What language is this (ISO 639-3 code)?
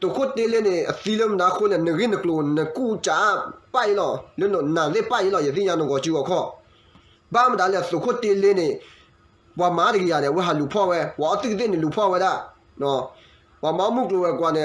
ksw